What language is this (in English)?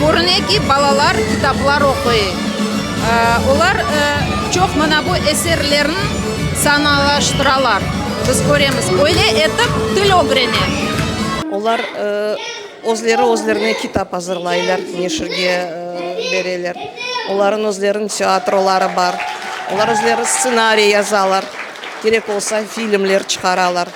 Crimean Tatar